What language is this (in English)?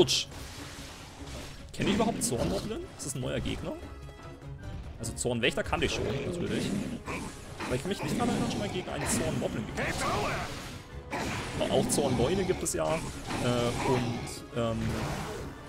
German